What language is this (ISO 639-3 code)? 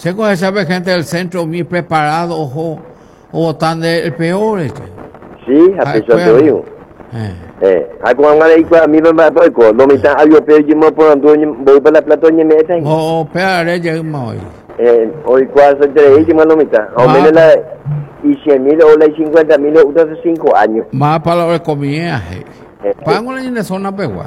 grn